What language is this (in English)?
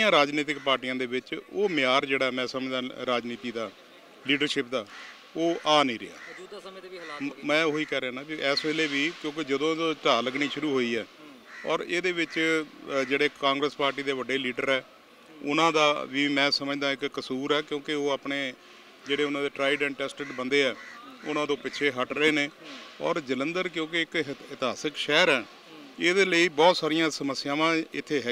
Punjabi